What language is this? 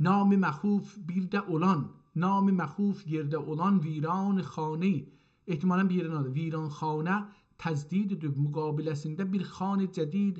South Azerbaijani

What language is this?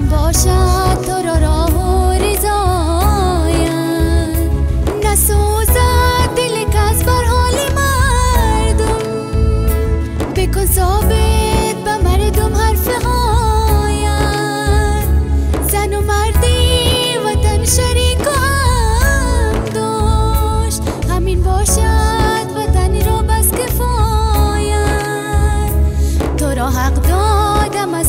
Persian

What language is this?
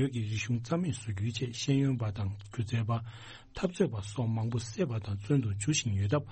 Tibetan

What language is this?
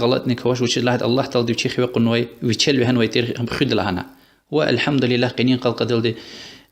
Lezghian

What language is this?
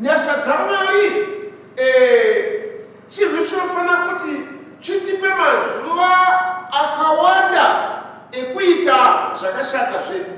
Shona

